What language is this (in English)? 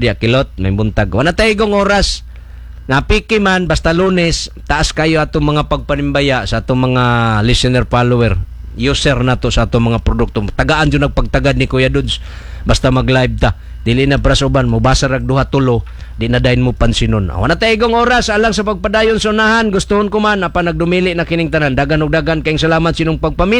Cebuano